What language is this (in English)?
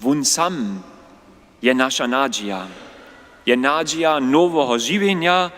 Upper Sorbian